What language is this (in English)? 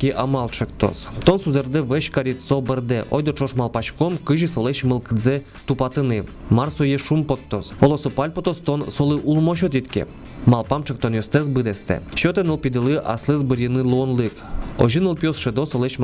Udmurt